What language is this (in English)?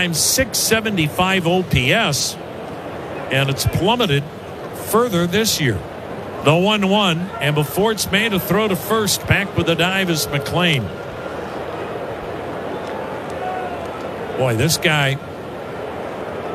English